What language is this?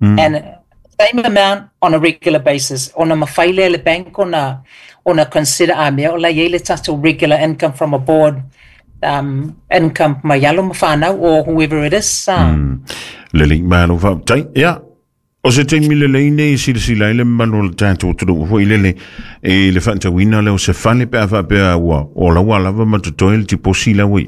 Samoan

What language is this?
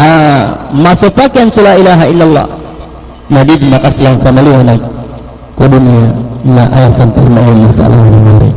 Maranao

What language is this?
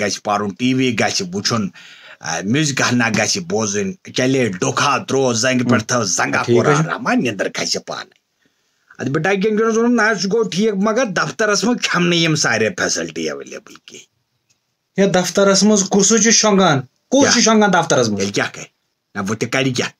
Kashmiri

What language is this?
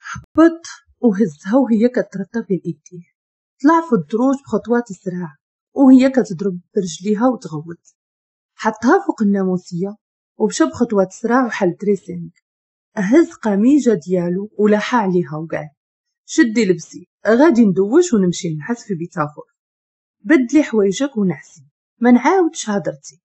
Moroccan Arabic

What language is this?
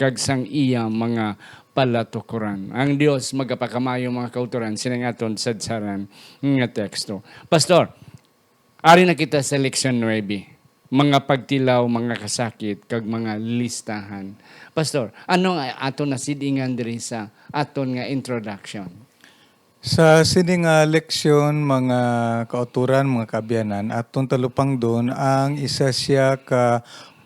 Hiligaynon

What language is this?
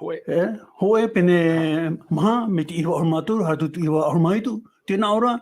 Tahitian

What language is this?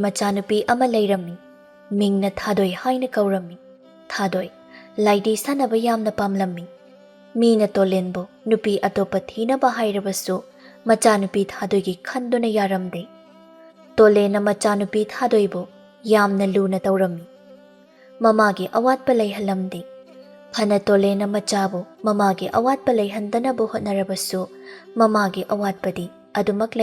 Manipuri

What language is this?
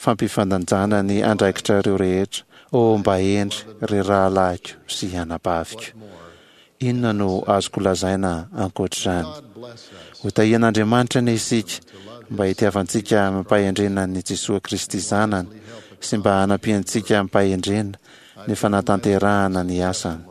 Malagasy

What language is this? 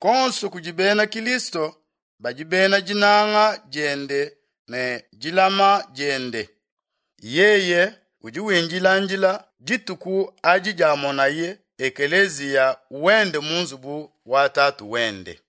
Luba-Lulua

